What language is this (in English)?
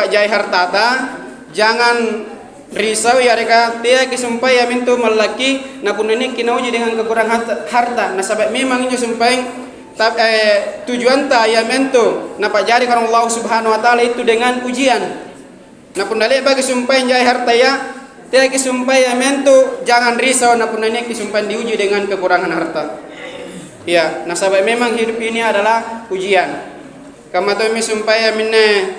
Makasar